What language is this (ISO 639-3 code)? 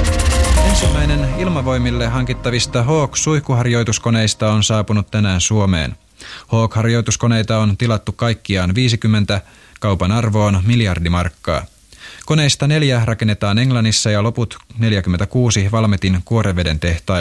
fin